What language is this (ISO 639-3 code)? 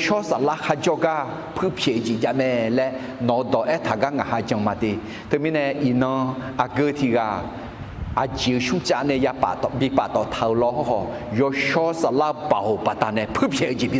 ahk